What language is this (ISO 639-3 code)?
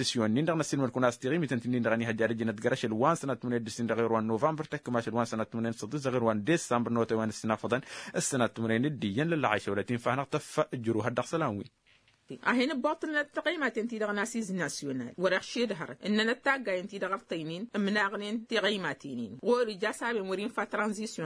taq